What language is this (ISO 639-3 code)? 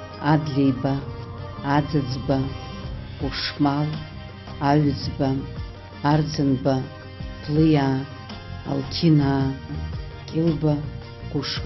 abk